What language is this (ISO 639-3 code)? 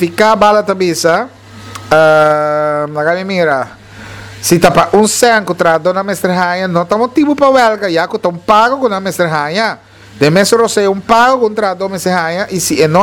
pap